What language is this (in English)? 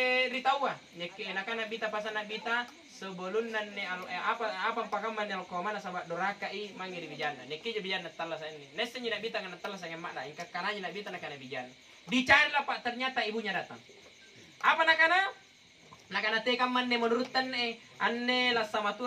Makasar